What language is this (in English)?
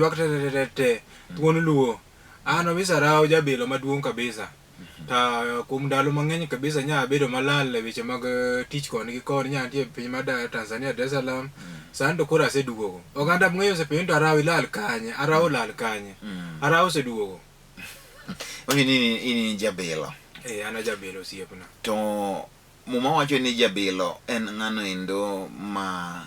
Luo (Kenya and Tanzania)